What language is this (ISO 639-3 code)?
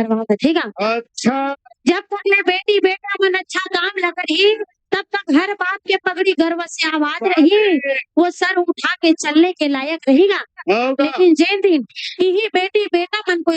hne